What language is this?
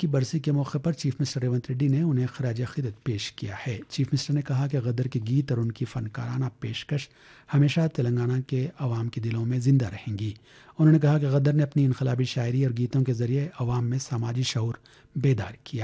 Urdu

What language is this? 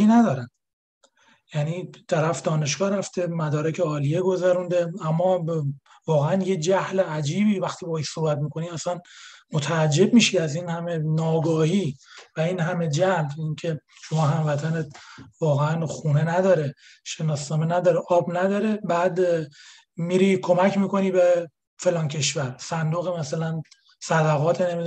Persian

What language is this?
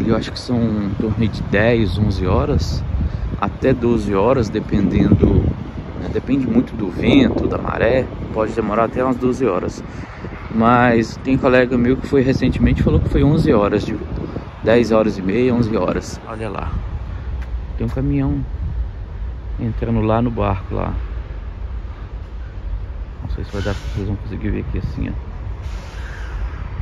Portuguese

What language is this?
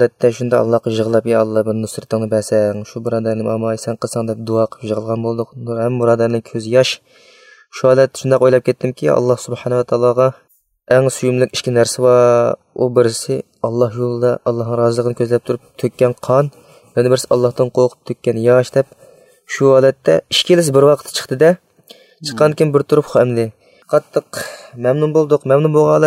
Uyghur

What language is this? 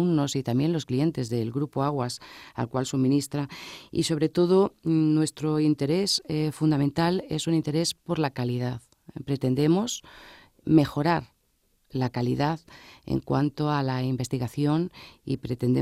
Spanish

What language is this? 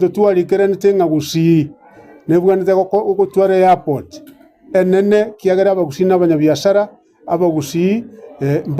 Gusii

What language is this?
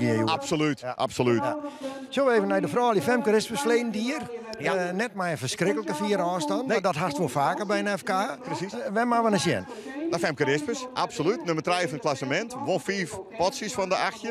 Western Frisian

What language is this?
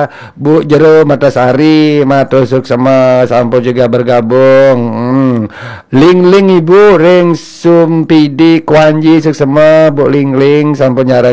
Balinese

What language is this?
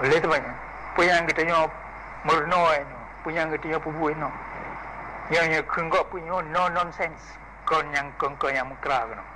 Achinese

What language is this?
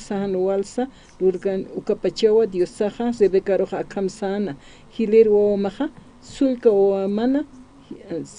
Aymara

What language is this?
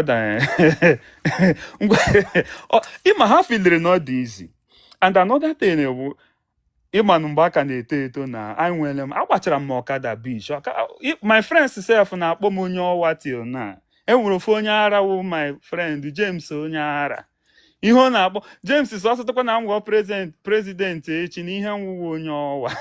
Igbo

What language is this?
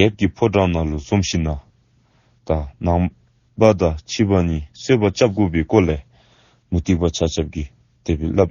Dzongkha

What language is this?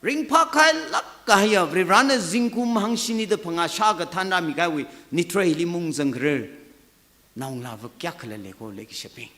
Tangkhul Naga (India)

